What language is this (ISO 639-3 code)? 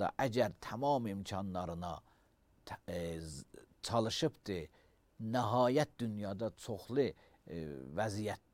aze